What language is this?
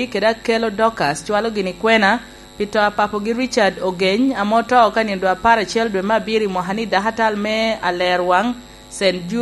Lango (Uganda)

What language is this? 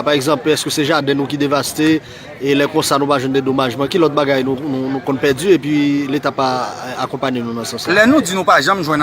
Haitian Creole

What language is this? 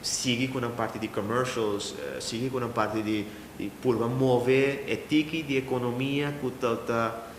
Papiamento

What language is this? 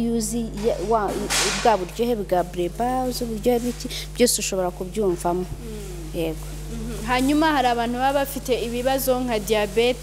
Kinyarwanda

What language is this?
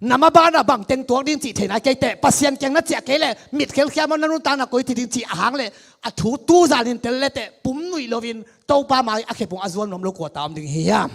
Tedim Chin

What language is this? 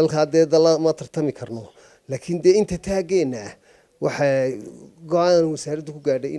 Somali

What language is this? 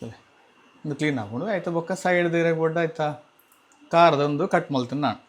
Tulu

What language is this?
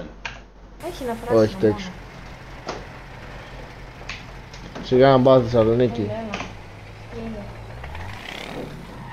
Greek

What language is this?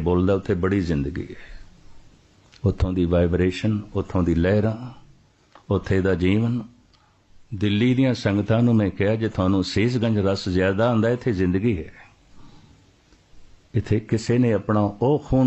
Punjabi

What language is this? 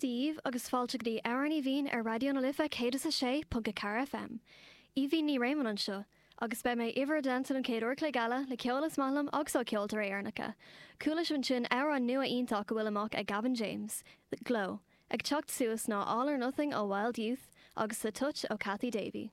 Irish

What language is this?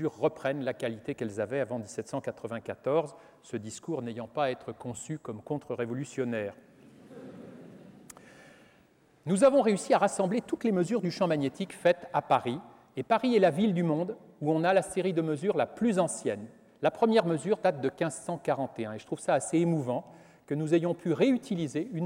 French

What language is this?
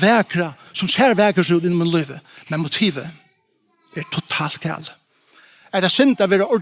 Faroese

